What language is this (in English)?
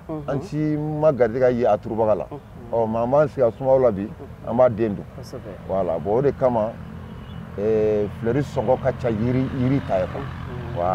Bambara